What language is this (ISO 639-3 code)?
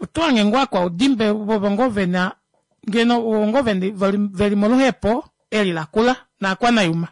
kua